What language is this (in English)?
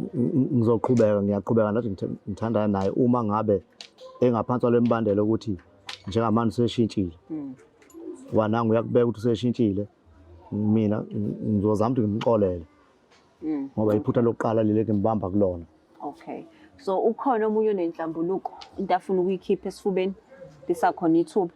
Zulu